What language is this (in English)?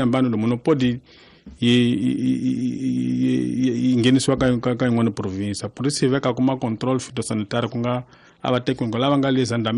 Tsonga